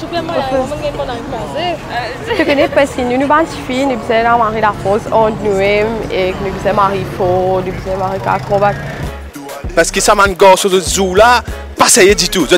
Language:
Morisyen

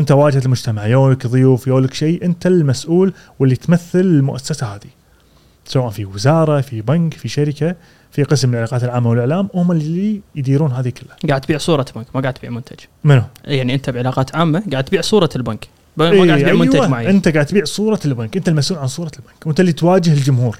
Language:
Gulf Arabic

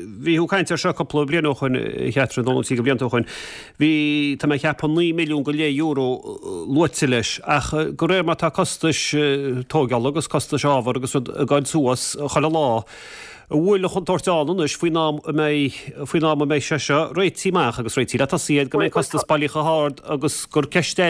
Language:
Irish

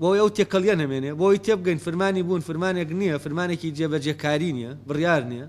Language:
Central Kurdish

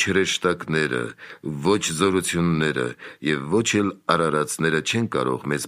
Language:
Armenian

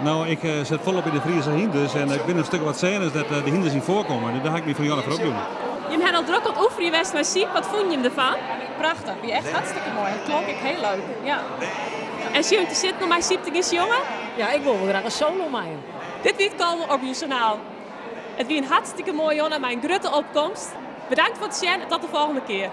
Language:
Western Frisian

